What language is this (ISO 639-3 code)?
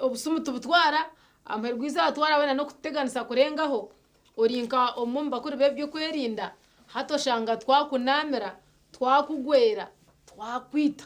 nyn